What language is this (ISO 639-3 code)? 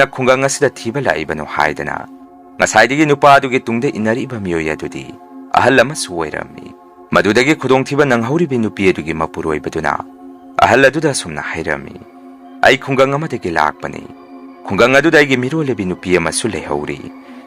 mni